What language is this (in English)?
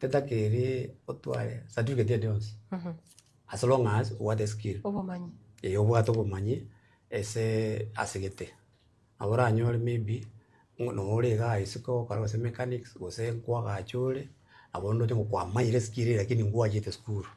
Gusii